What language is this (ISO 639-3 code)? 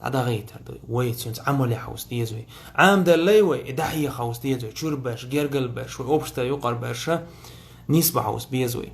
che